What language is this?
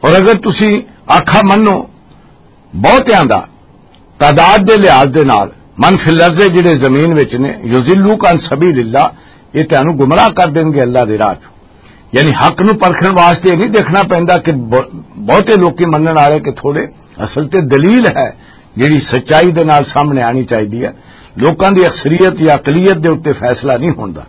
Western Panjabi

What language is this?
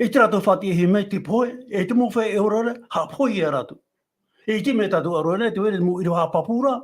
Tahitian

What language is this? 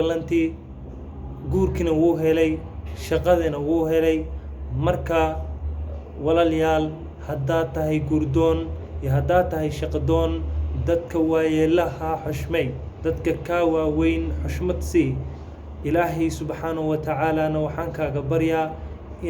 Somali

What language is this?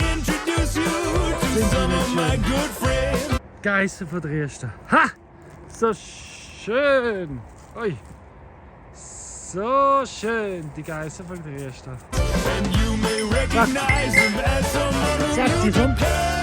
Swiss German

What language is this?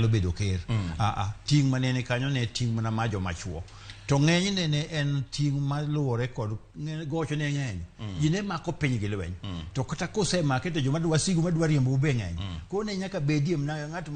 Luo (Kenya and Tanzania)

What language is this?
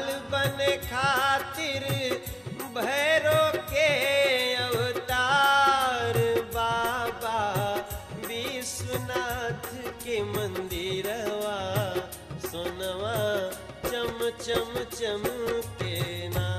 Bhojpuri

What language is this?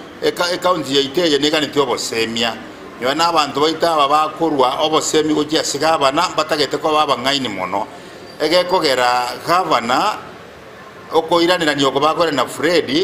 Gusii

